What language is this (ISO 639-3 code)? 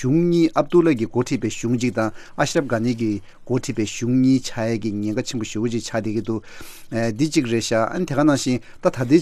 bod